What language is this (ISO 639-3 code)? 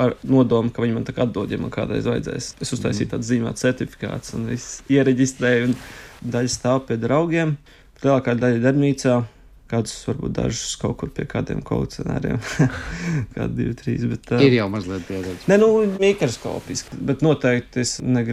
lav